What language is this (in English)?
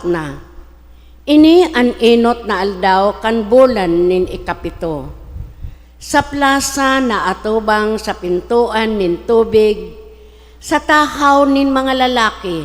Bikol